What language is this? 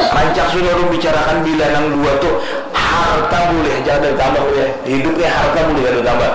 Banjar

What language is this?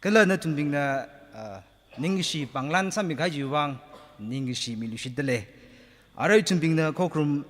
Tangkhul Naga (India)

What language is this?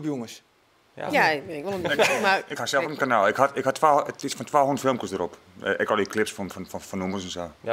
Western Frisian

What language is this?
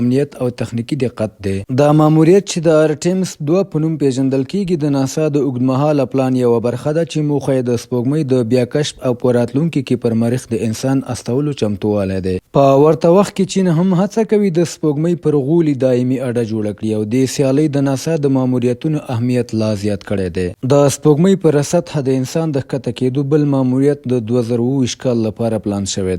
Pashto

